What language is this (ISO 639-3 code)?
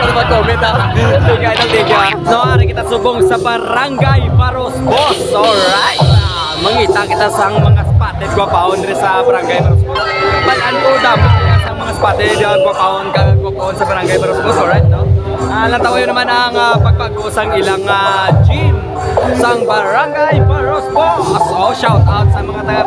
hil